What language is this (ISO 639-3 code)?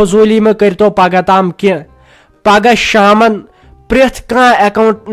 kas